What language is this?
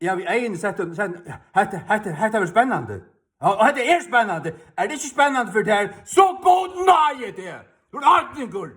Faroese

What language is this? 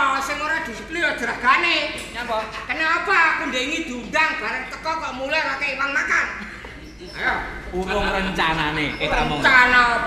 Javanese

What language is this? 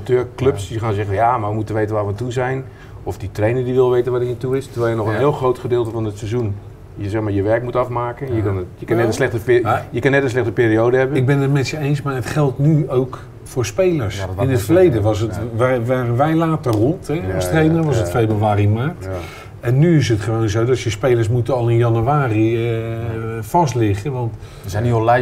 Dutch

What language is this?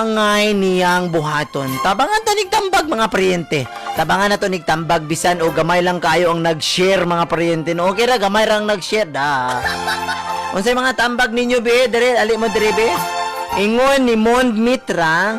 Cebuano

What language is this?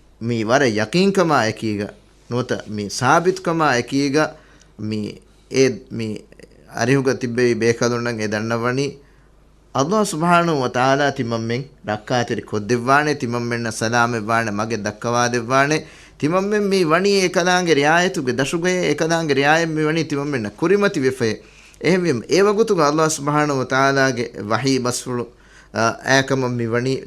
Divehi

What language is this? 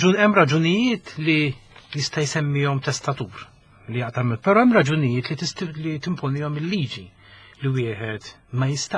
Maltese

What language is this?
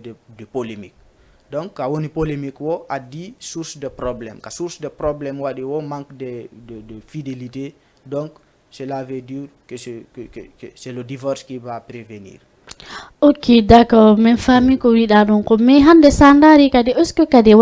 Fula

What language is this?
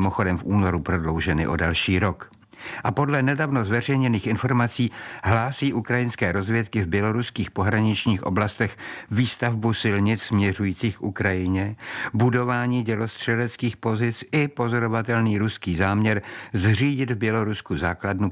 Czech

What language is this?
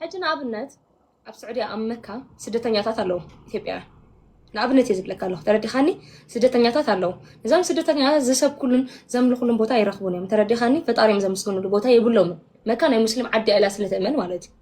Tigrinya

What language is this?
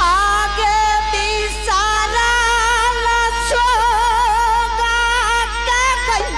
Angika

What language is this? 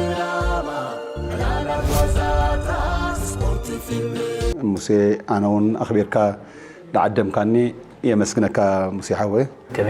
Tigrinya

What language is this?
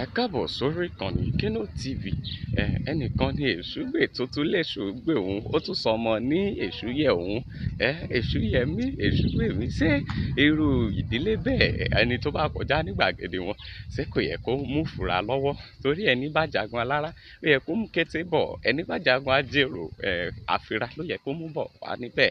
Yoruba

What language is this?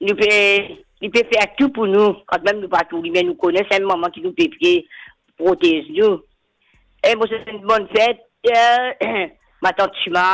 Morisyen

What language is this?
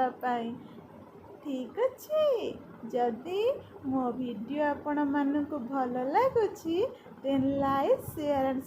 Odia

